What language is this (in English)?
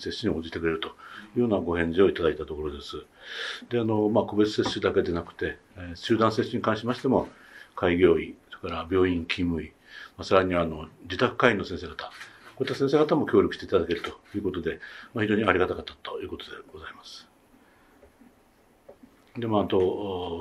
Japanese